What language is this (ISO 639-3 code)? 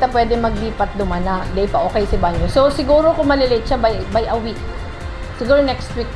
bik